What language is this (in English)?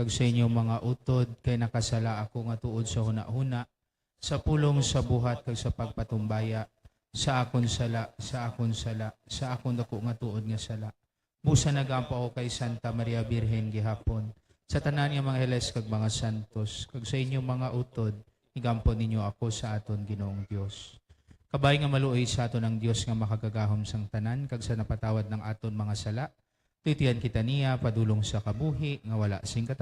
Hiligaynon